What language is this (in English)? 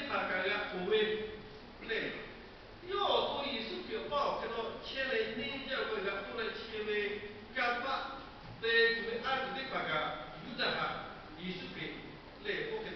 Lahu